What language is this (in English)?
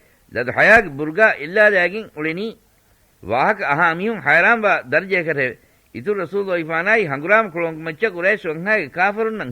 Divehi